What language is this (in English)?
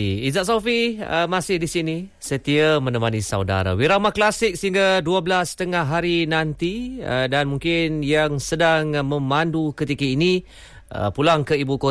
Malay